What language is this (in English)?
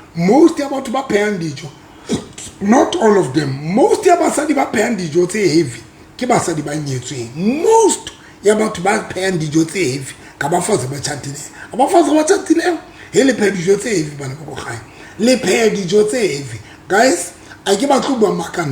Southern Sotho